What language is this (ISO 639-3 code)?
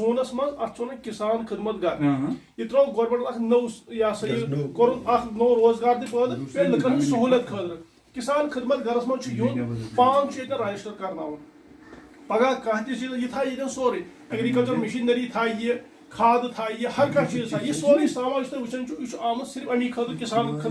kas